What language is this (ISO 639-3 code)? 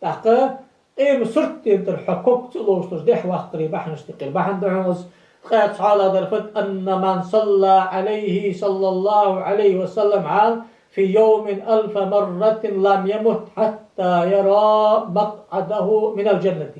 inh